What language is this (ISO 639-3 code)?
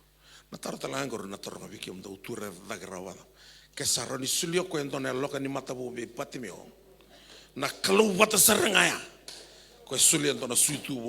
fij